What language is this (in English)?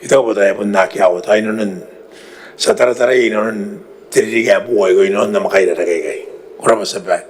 Gilbertese